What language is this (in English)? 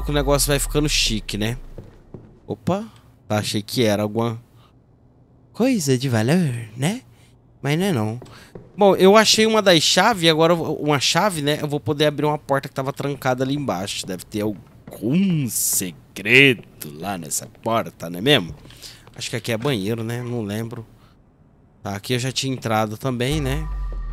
Portuguese